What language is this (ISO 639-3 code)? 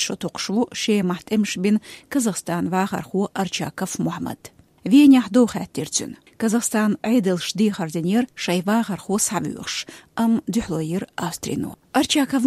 che